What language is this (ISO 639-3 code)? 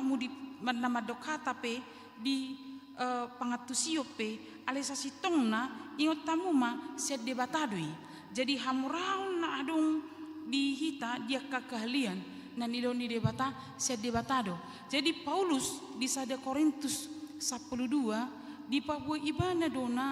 bbc